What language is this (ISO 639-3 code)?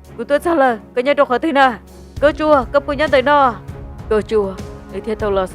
hmn